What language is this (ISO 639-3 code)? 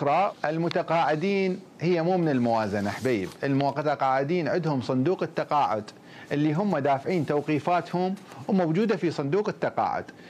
acm